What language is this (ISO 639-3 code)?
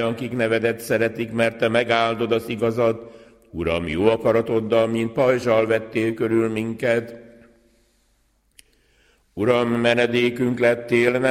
hun